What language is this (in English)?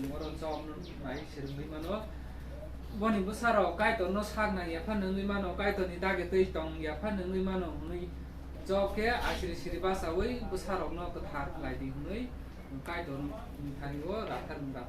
Kok Borok